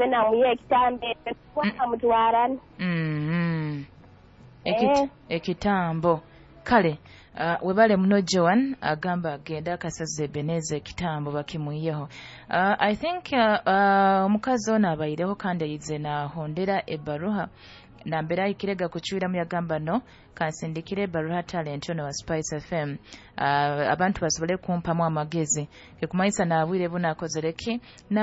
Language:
Nyoro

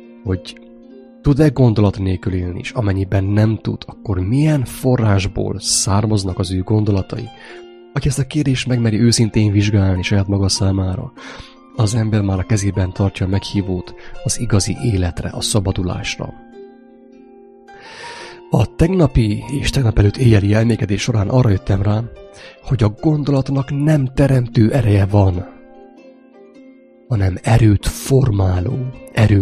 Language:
Hungarian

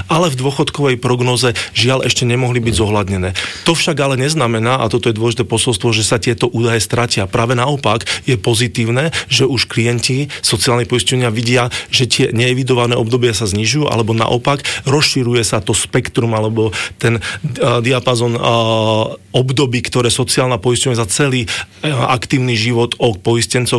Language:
Slovak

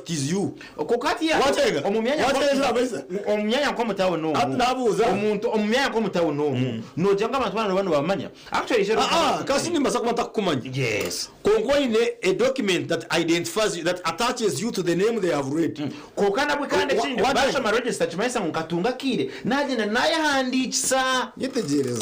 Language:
Nyankole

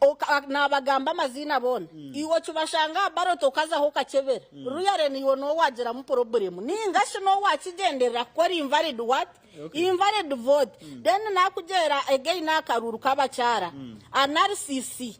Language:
Nyankole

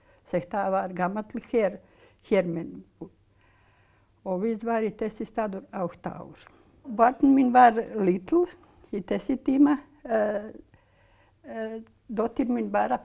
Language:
Icelandic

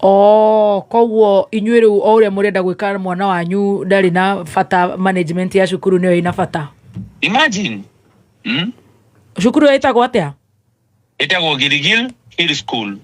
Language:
Kikuyu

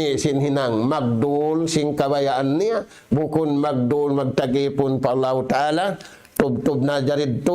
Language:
Tausug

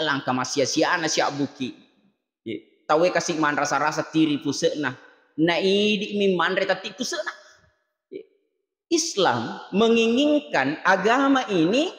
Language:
Buginese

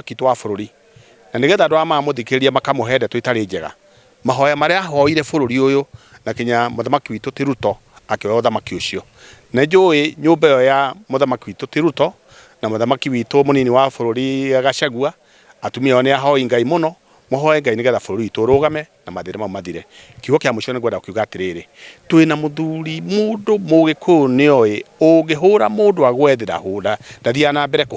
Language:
Kikuyu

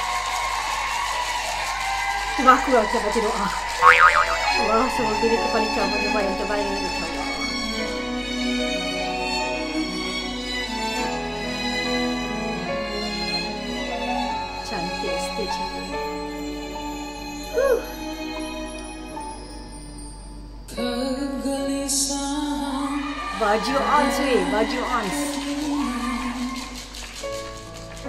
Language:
Malay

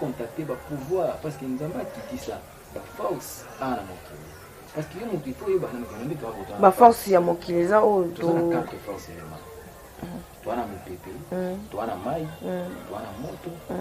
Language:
Lingala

